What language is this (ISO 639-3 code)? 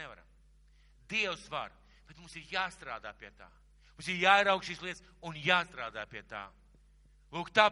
lav